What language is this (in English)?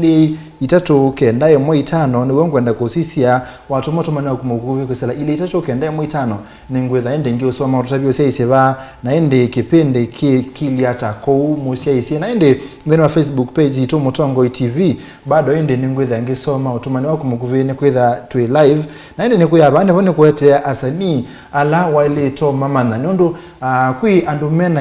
Kamba